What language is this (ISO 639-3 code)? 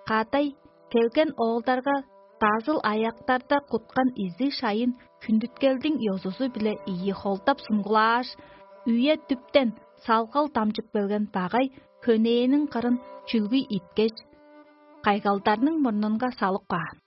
tyv